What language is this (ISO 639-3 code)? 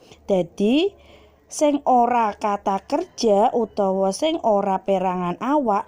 jav